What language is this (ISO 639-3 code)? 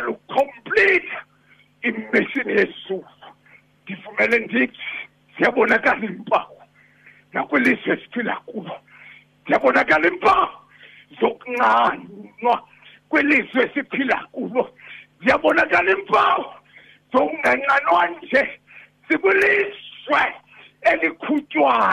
xho